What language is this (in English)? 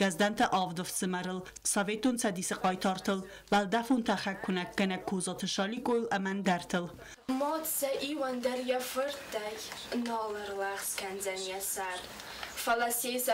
Ossetic